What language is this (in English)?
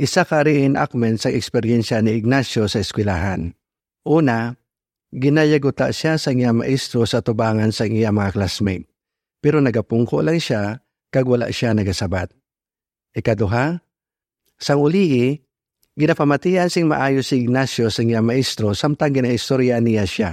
Hiligaynon